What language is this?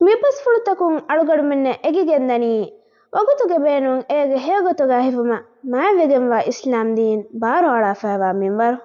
Divehi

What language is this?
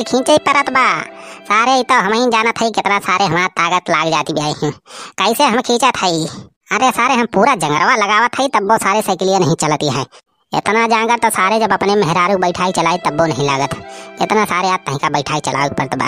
Awadhi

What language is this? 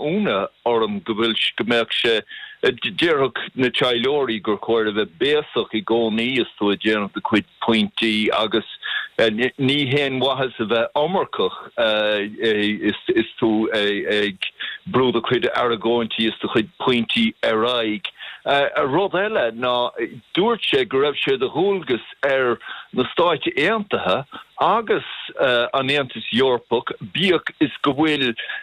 Irish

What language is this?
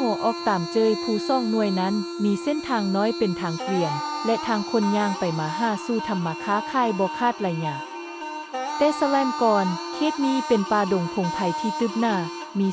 Lao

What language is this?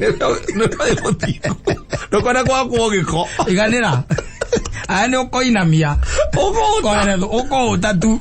Kikuyu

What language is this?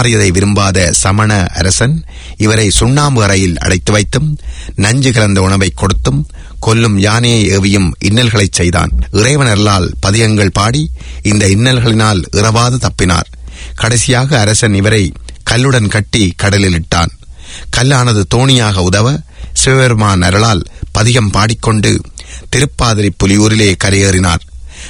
Tamil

